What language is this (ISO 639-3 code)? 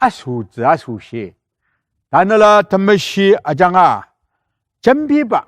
njo